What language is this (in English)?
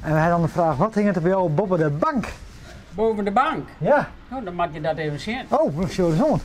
Western Frisian